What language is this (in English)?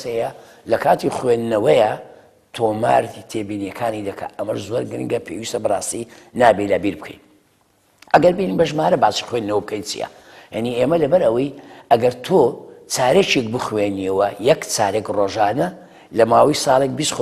Central Kurdish